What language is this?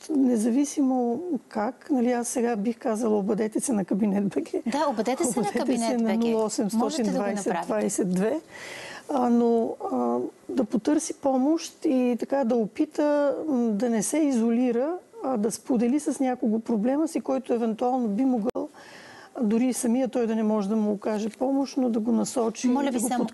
Bulgarian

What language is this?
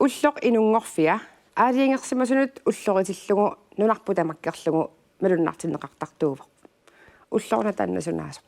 Kalaallisut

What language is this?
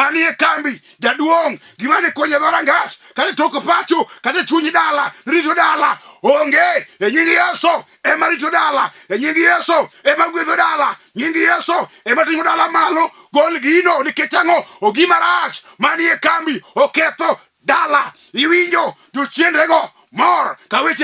Luo (Kenya and Tanzania)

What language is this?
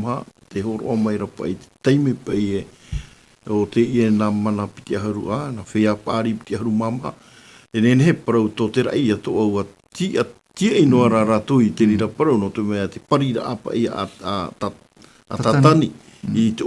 Tahitian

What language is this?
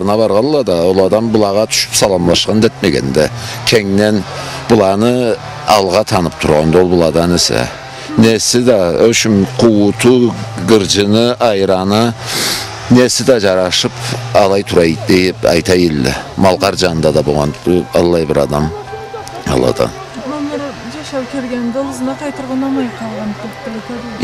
Karachay-Balkar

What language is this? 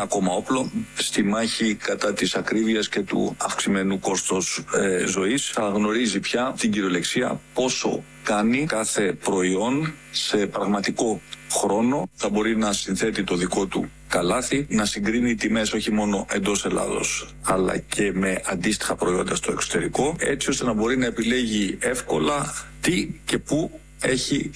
Greek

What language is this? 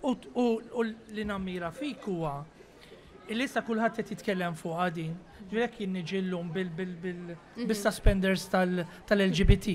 Maltese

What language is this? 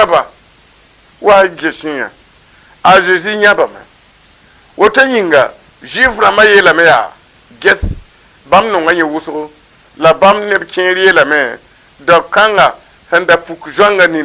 Mossi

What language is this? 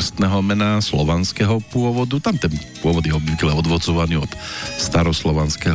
Slovak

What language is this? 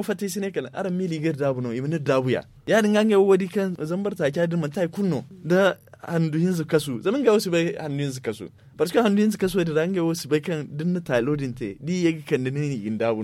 Zarma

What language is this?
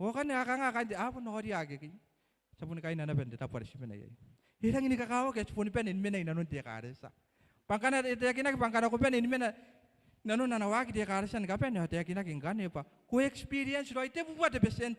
Gilbertese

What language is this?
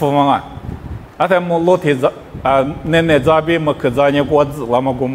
Lisu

